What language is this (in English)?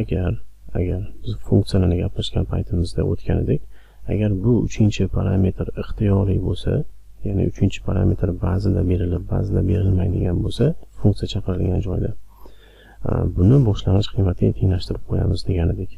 Uzbek